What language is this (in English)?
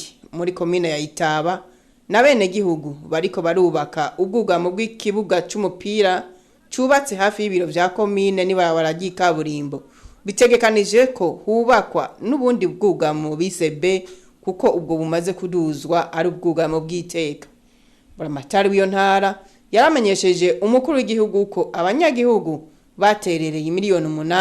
Rundi